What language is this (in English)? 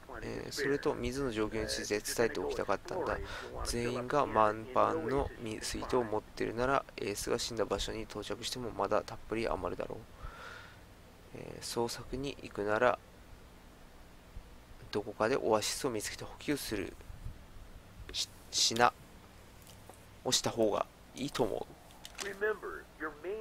Japanese